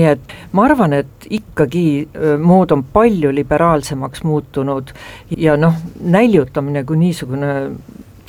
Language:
Estonian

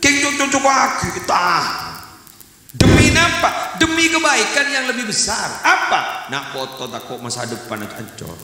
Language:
Madurese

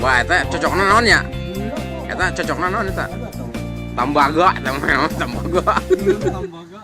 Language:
Sundanese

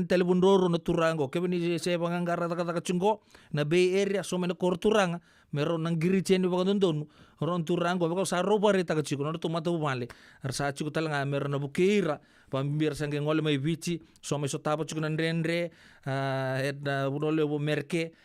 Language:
Fijian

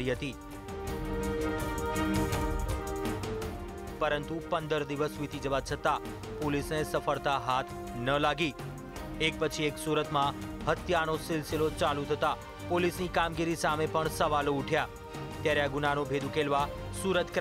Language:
Gujarati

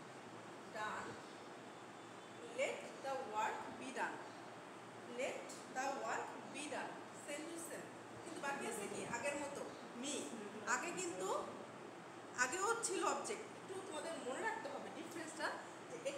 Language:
Bangla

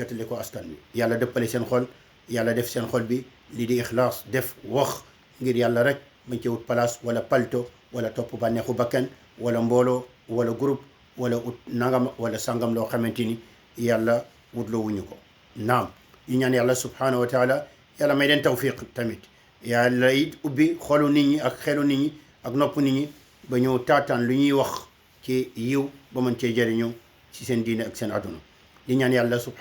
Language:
Wolof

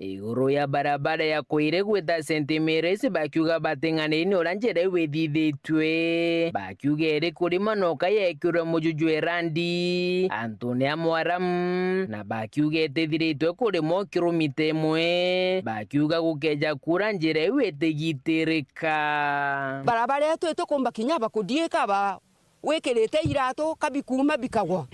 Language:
Meru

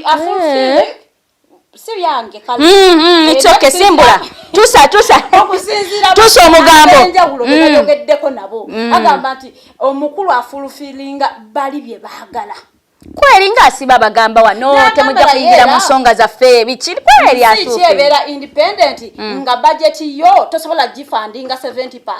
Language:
Ganda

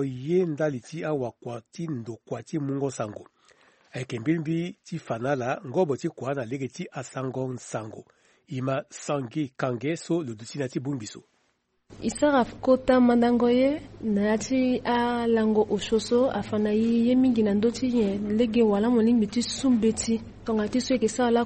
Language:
Sango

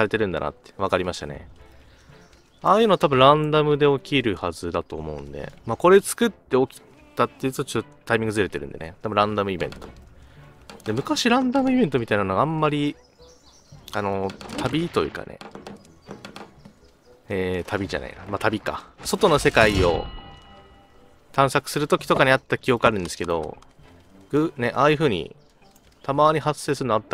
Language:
Japanese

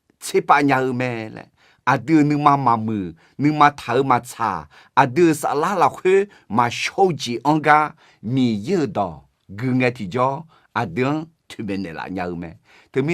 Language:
Akha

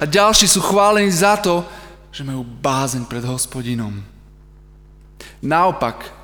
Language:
Slovak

